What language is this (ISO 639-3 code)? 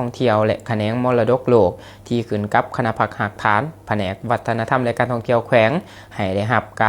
lao